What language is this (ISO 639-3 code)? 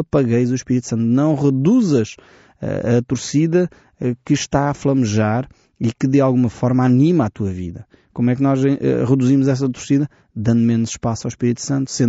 por